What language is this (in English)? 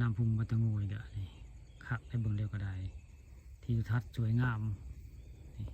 Northeastern Thai